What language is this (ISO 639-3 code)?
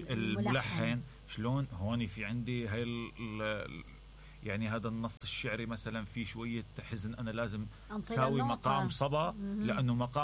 acm